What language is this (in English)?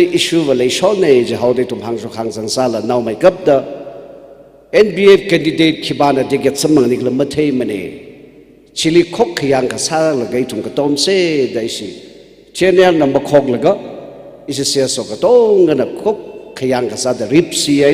Tangkhul Naga (India)